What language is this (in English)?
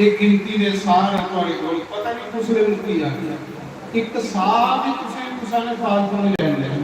Dogri